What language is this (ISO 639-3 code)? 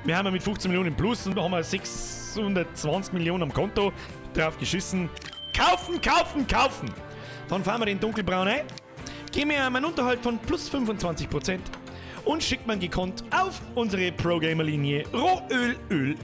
bar